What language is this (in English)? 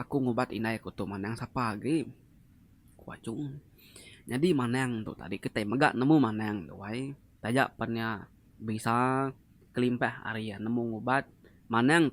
Iban